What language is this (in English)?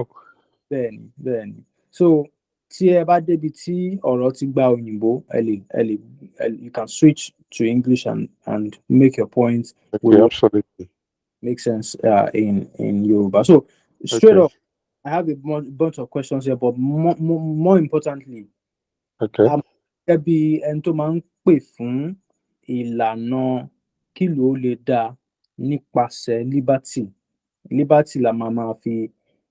Yoruba